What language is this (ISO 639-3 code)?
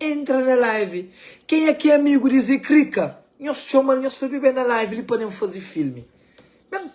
kea